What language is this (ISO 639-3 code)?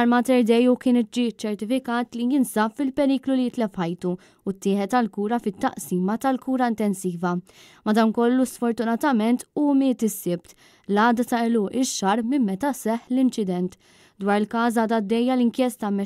mlt